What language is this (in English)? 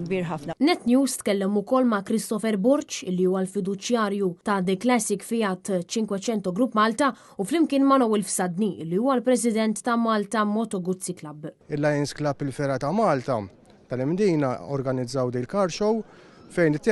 Maltese